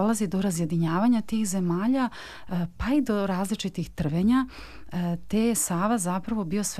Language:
Serbian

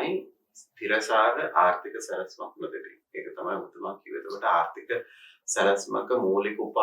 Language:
Sinhala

